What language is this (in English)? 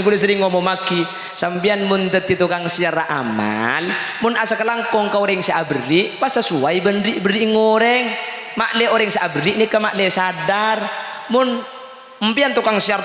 Madurese